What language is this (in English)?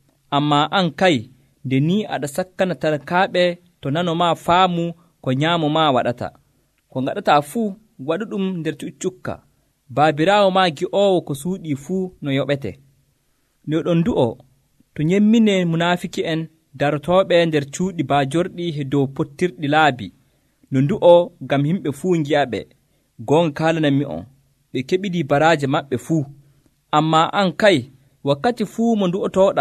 Nigerian Fulfulde